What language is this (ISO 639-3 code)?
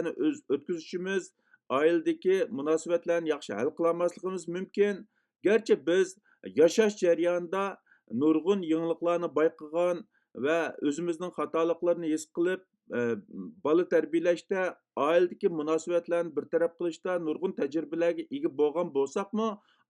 uig